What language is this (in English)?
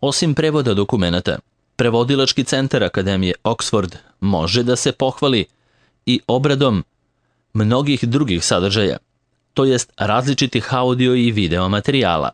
Serbian